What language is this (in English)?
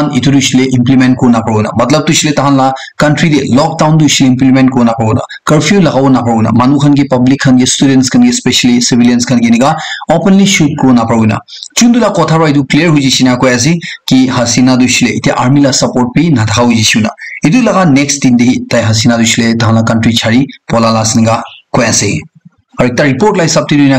Naga Pidgin